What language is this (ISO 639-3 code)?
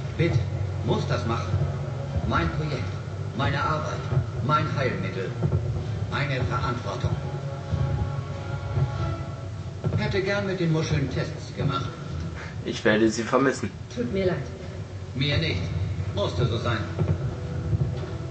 deu